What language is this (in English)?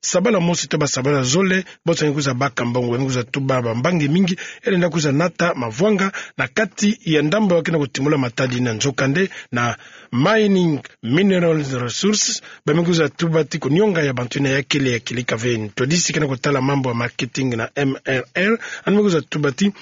Kituba (Democratic Republic of Congo)